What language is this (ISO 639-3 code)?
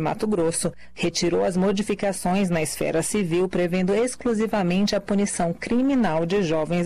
por